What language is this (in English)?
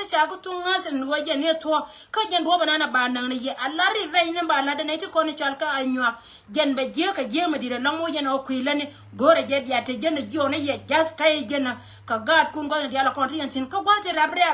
Nuer